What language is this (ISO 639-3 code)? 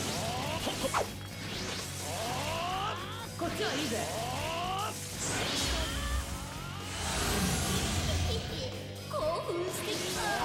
jpn